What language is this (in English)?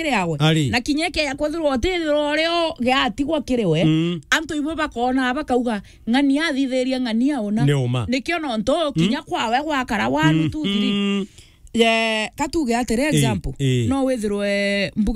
Meru